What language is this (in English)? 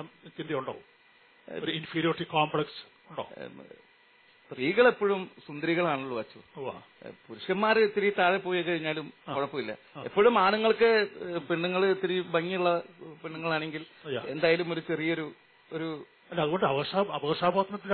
Malayalam